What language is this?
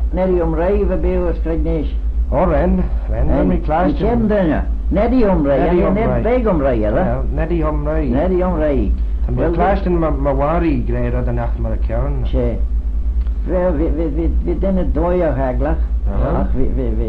Manx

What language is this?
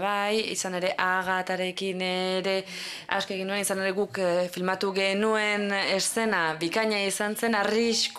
Basque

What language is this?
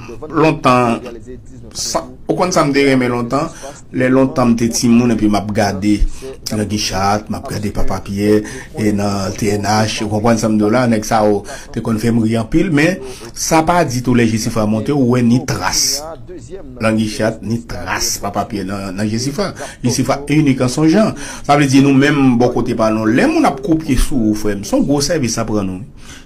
Haitian Creole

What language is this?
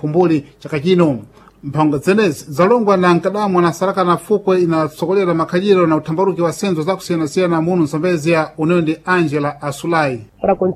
Sena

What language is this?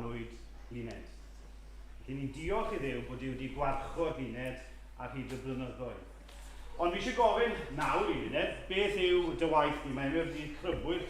Welsh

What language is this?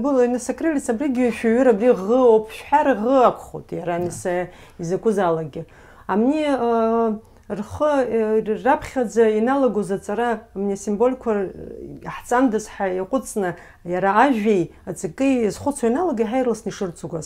Abkhazian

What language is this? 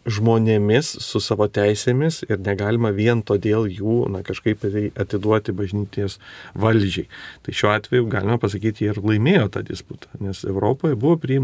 Lithuanian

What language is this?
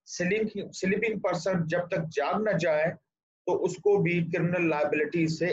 Urdu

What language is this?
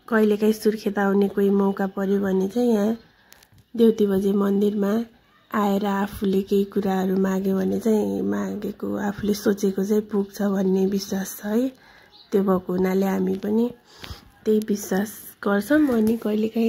Nepali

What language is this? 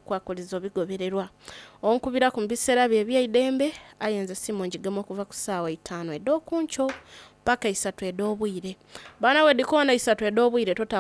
Soga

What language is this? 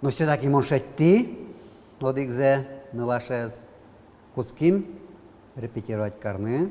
Udmurt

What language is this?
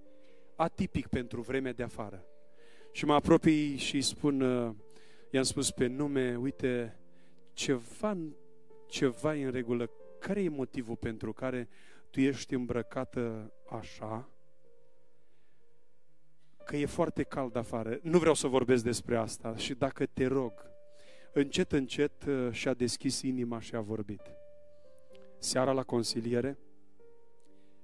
Romanian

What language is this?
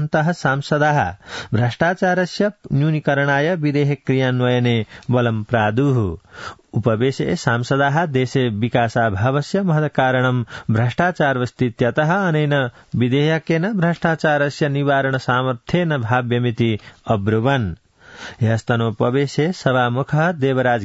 Sanskrit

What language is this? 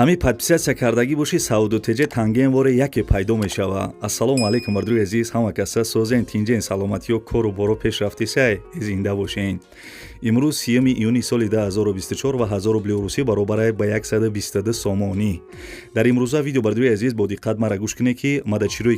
Tajik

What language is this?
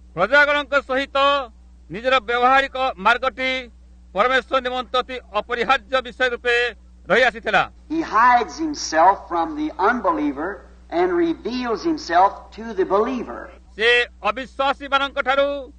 Odia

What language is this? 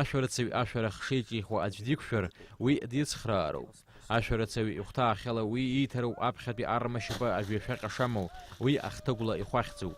Abkhazian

